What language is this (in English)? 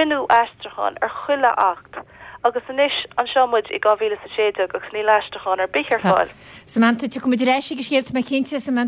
Irish